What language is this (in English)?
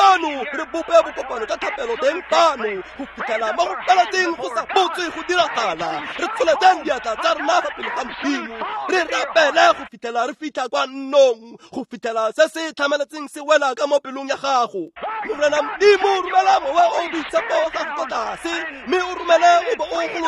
Tswana